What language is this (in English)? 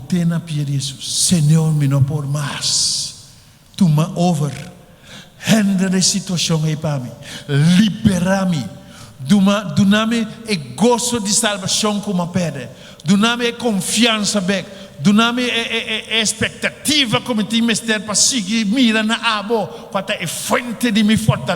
Papiamento